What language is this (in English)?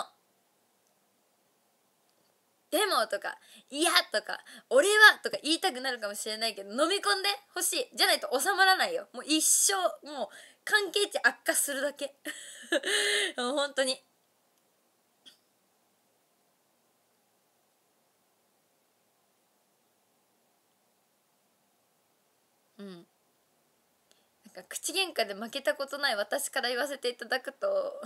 Japanese